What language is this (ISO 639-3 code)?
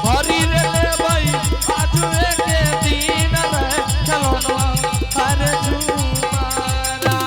anp